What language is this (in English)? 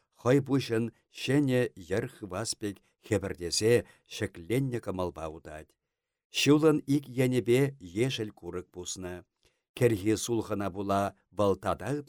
Chuvash